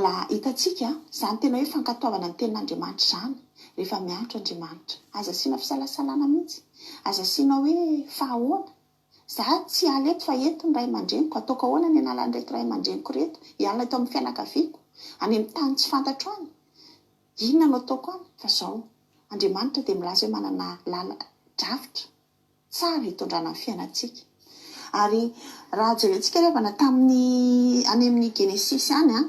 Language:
Malagasy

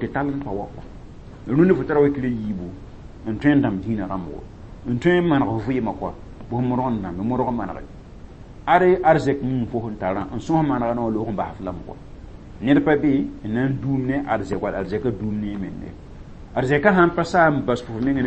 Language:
Mossi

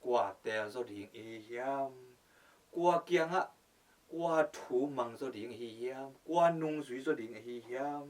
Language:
Tedim Chin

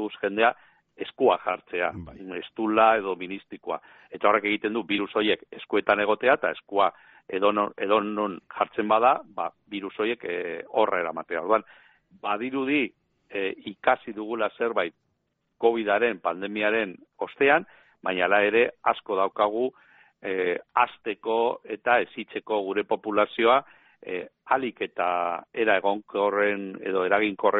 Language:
Basque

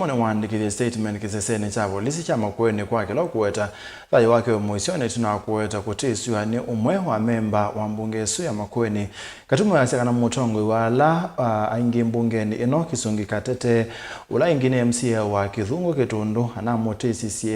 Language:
Kamba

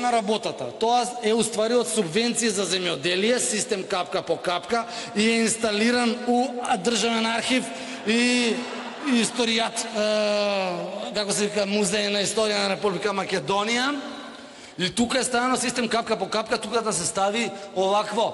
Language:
Macedonian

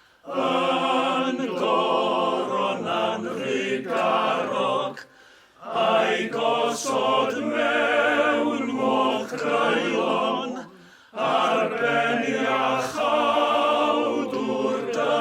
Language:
Welsh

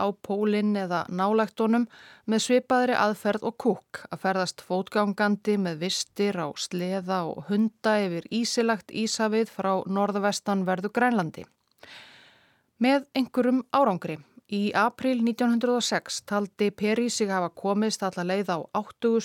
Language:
Icelandic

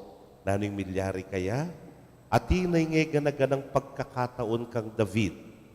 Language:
Pampanga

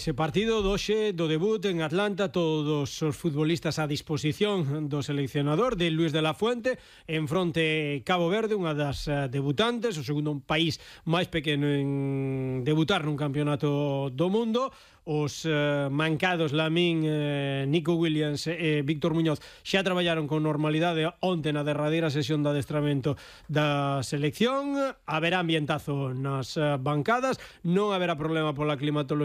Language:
Galician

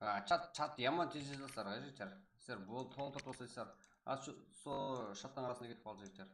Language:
Kara-Kalpak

